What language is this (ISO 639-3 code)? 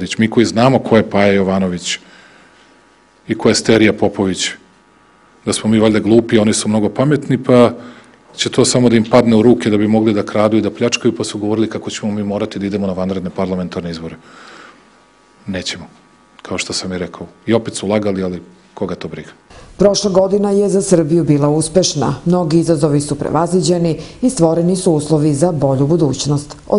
srp